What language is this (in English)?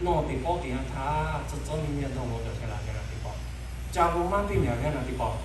Lahu